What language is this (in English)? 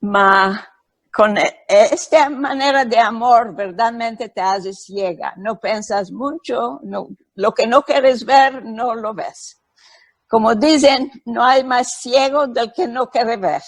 Ladino